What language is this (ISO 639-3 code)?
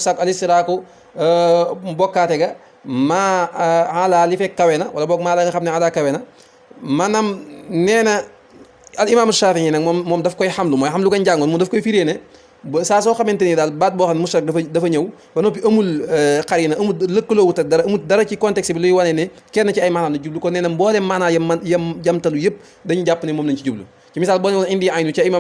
wol